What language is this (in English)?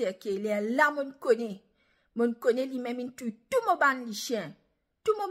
Morisyen